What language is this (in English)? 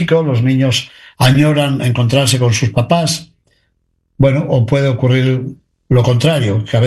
Spanish